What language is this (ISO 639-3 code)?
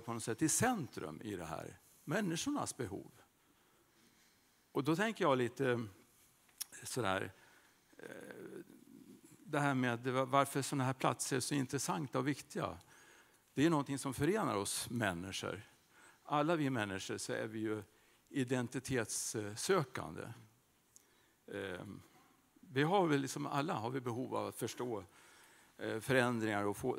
swe